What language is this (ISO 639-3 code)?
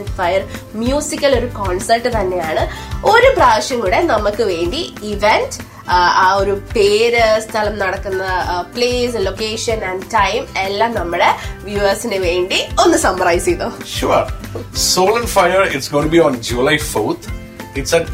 mal